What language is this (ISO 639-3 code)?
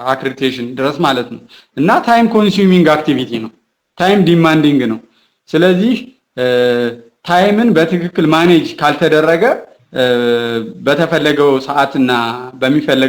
amh